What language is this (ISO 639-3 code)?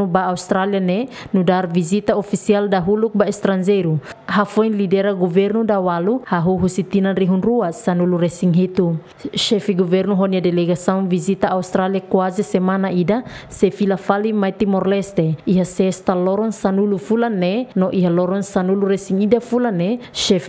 tet